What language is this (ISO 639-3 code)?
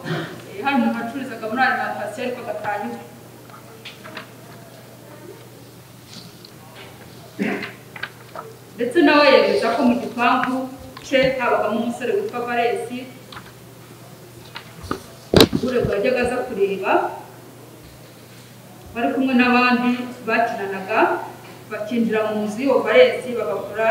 kin